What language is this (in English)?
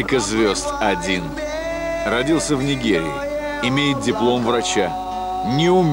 Russian